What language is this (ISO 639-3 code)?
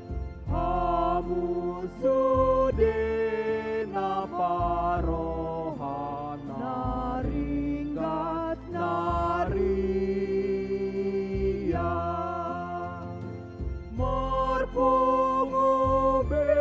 bbc